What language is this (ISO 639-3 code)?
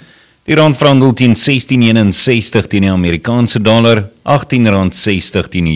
afr